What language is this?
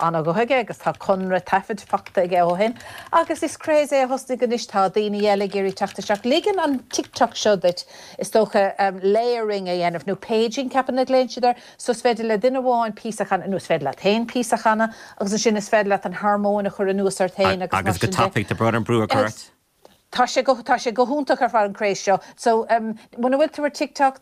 Irish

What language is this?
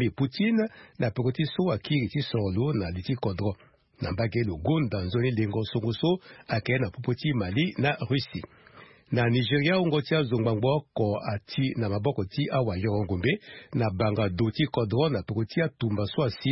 Sango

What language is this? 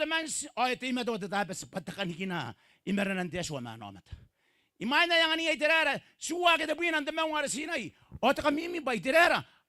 Gilbertese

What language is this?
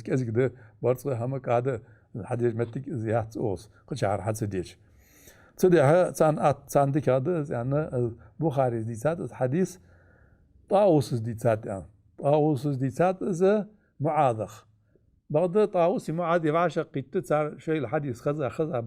Ingush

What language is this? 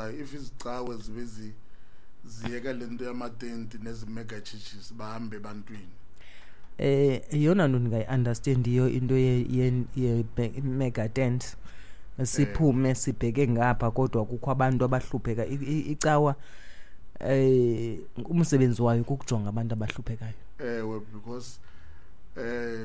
Xhosa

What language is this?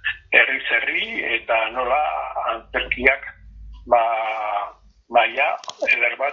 Basque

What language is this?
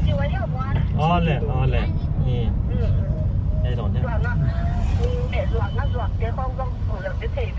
Paite Chin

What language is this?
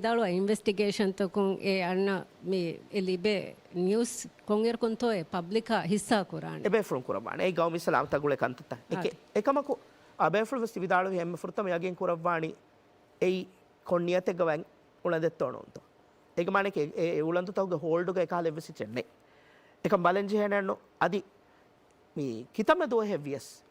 Divehi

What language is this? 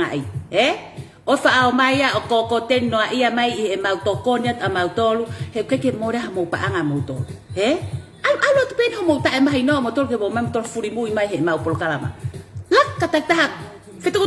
Tongan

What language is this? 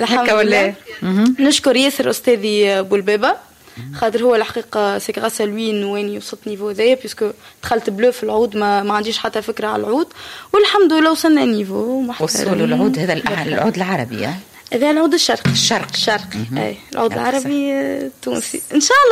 Tunisian Arabic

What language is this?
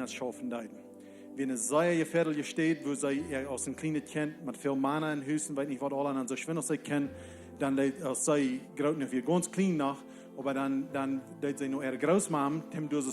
Plautdietsch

